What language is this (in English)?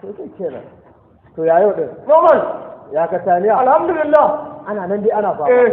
Hausa